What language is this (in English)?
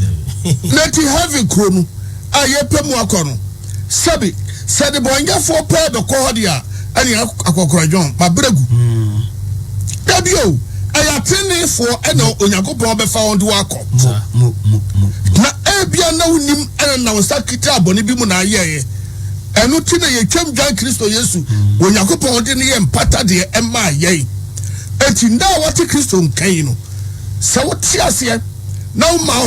Akan